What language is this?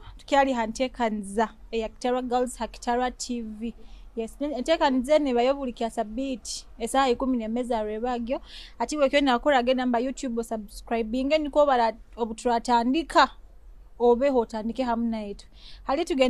Nyoro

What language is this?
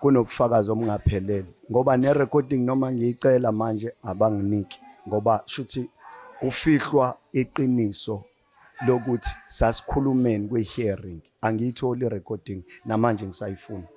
Zulu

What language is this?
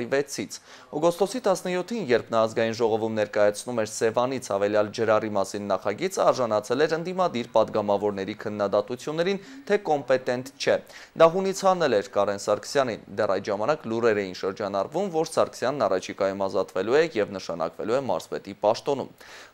Armenian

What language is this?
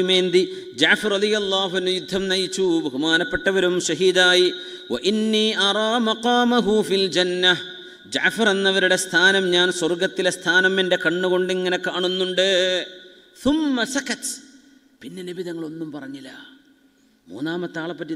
Malayalam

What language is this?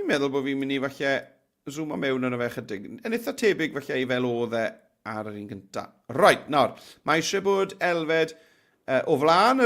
Welsh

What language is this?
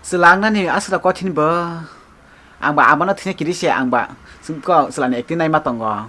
Kok Borok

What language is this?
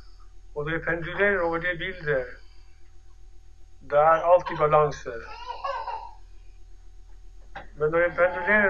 Norwegian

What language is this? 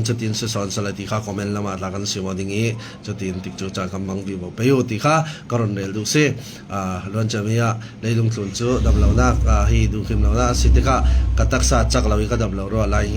Falam Chin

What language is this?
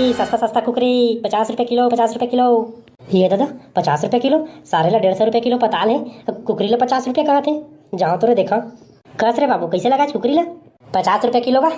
Chhattisgarhi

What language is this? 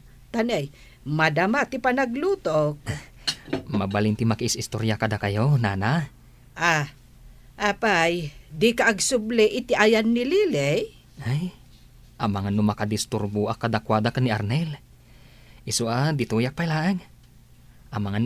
Iloko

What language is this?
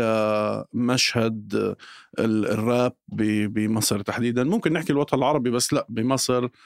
North Levantine Arabic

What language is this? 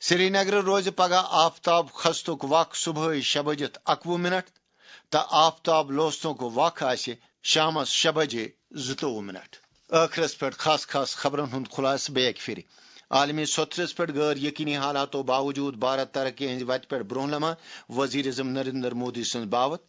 Kashmiri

